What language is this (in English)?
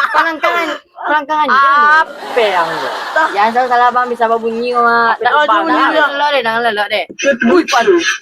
Minangkabau